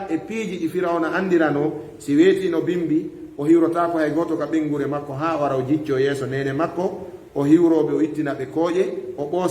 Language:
Fula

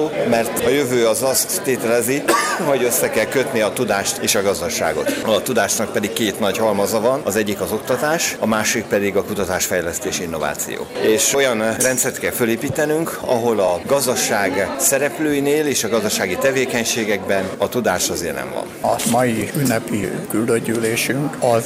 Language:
Hungarian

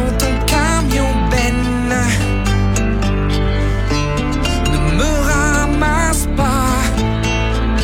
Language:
French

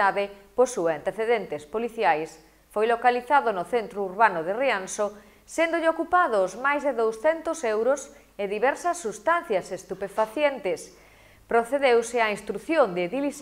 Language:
Galician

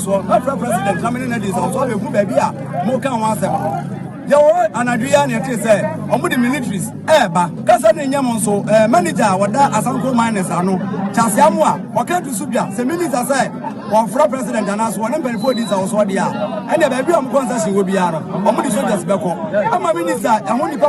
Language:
Akan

